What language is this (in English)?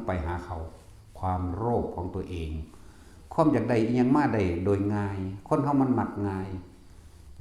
Northeastern Thai